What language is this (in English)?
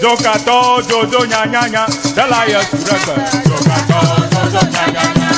Ewe